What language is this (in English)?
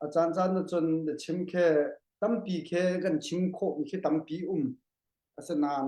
Hakha Chin